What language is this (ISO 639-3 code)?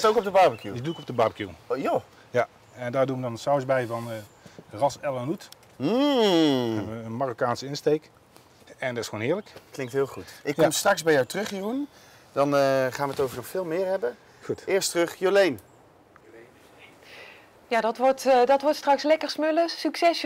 nld